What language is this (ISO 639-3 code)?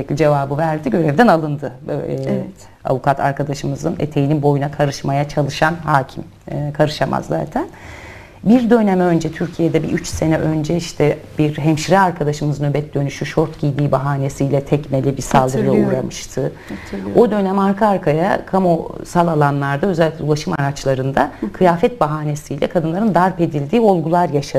tur